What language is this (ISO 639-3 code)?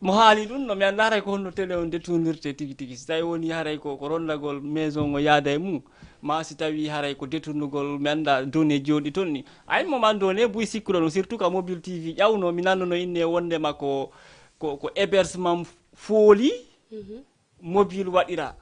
ful